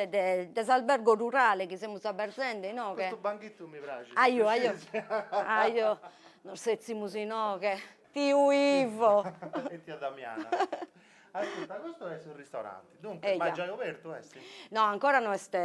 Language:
Sardinian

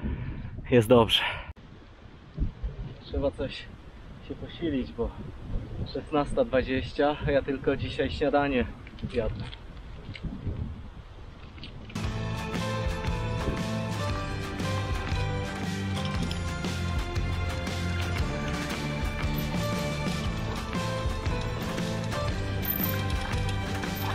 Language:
Polish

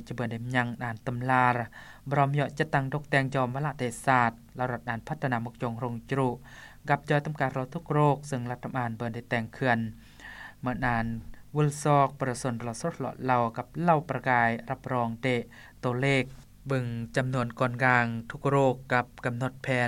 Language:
Lao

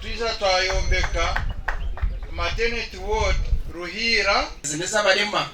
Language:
Nyankole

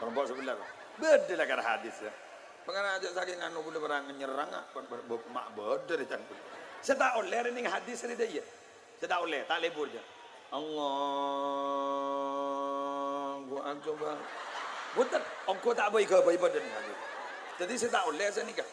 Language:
Madurese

